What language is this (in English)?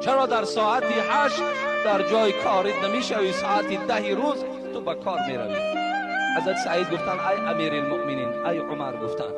Tajik